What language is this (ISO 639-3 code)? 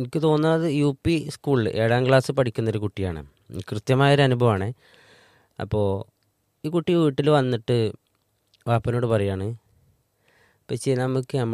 mal